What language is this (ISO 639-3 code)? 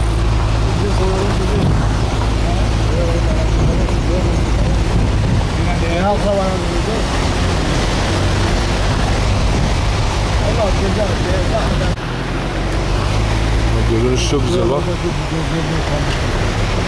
tur